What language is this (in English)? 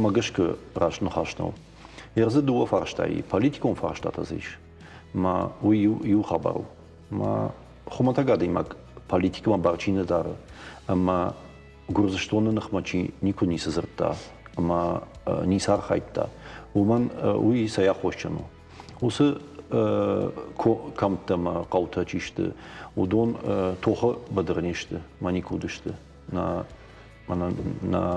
Ossetic